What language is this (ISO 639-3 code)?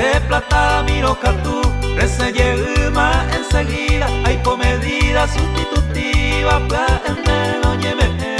grn